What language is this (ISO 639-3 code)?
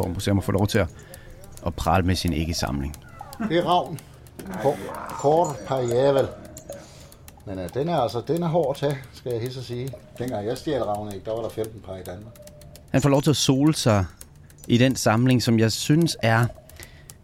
dan